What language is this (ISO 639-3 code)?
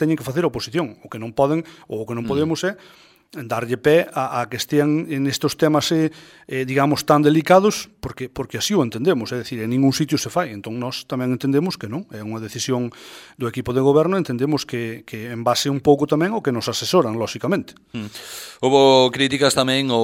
glg